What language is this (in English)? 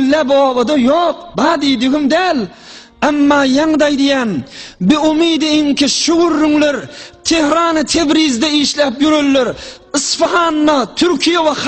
Turkmen